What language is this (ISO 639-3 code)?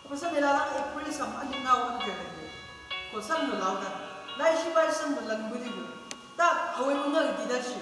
nbc